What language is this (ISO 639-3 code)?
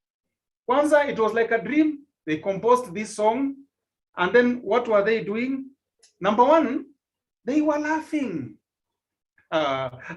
kln